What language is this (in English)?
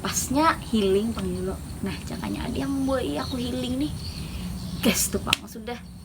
Banjar